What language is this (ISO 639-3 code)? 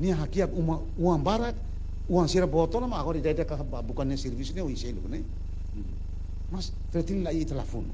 tet